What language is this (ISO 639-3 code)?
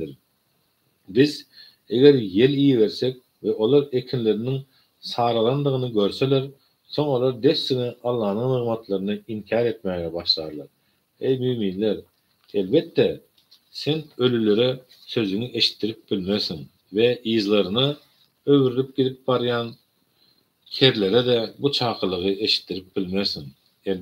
tuk